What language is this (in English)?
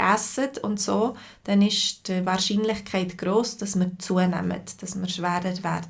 Swiss German